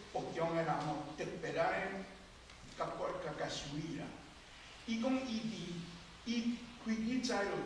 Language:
Min Nan Chinese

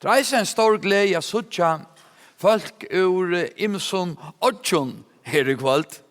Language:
Faroese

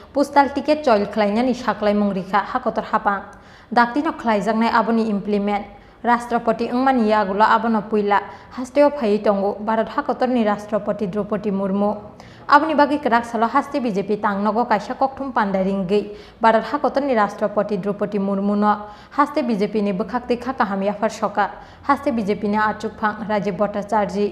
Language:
Kok Borok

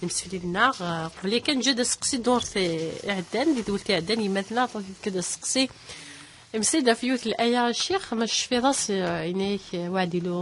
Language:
Kabyle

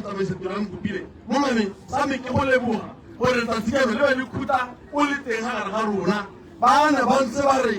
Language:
Tswana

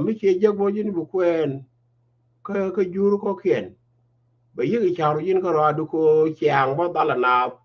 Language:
Nuer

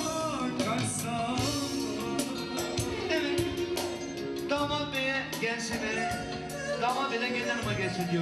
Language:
Turkish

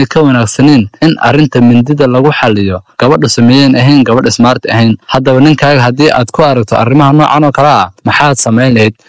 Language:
Somali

